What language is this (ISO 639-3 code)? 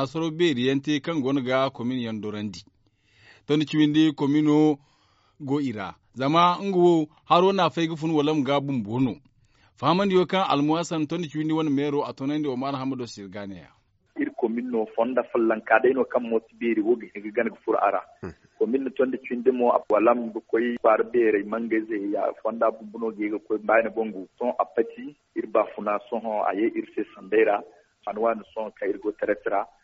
dje